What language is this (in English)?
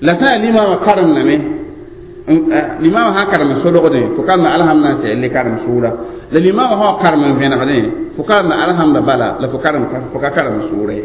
Mossi